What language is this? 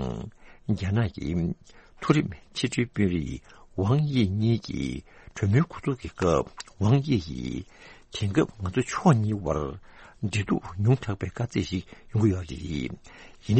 Tibetan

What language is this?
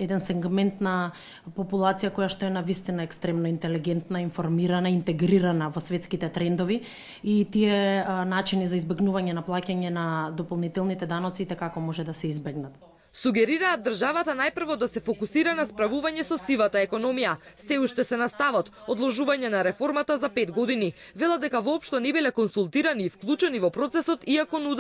Macedonian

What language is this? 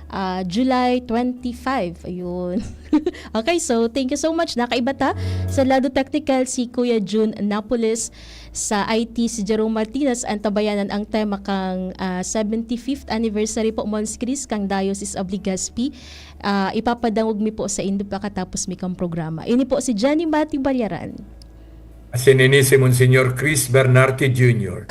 Bikol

